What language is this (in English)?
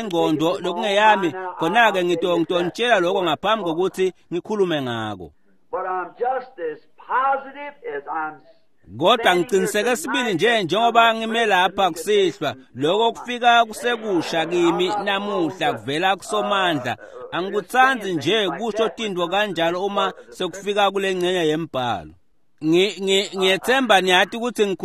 Swati